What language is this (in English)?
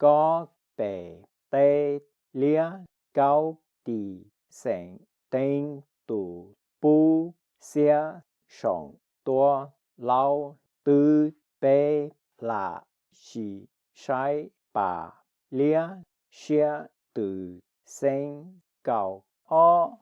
Hmong